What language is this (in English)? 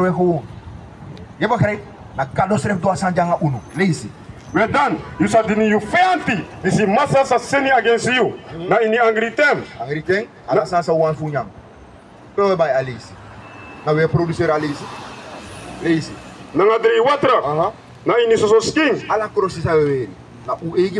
Sranan Tongo